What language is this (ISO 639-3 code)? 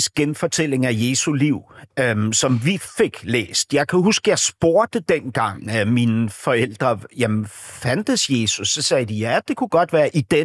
dan